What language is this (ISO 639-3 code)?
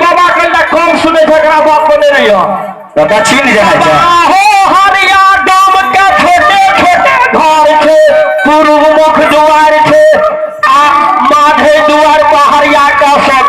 mai